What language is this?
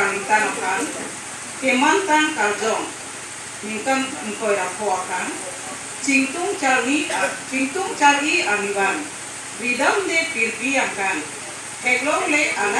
Karbi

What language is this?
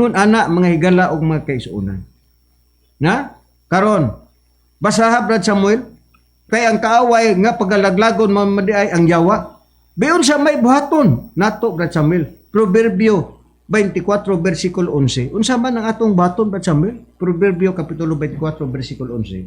Cebuano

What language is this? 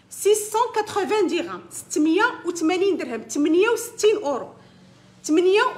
Moroccan Arabic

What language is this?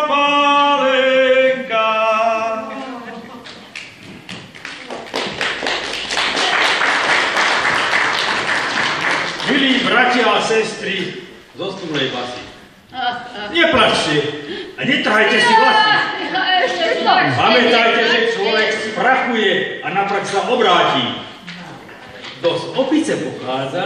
Slovak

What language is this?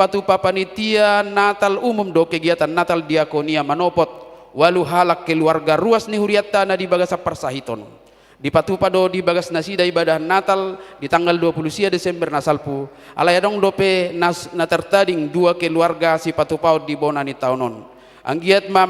Batak Toba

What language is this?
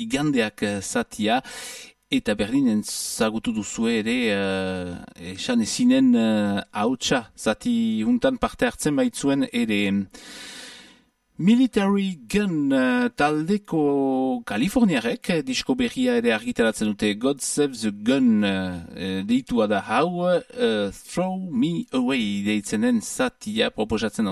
Basque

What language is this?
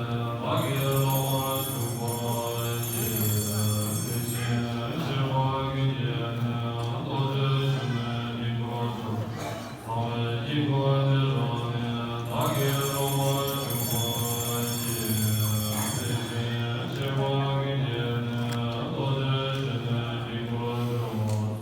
Tibetan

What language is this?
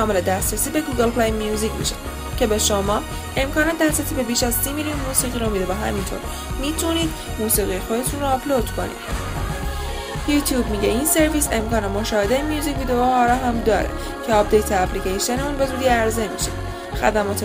Persian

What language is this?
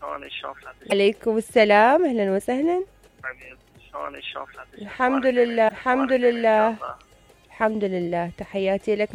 Mesopotamian Arabic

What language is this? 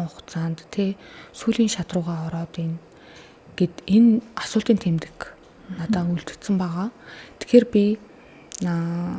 Mongolian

